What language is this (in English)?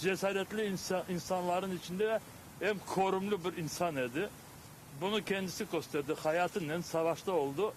Crimean Tatar